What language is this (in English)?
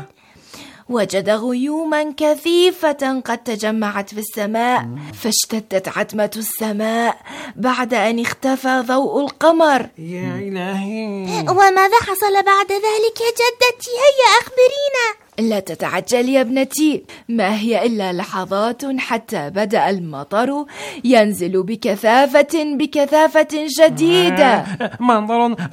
Arabic